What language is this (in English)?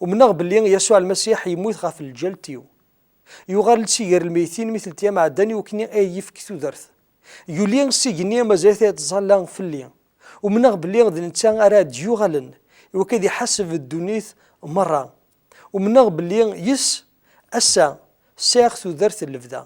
Kabyle